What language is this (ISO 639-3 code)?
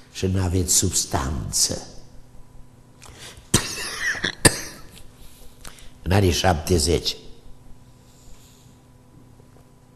ron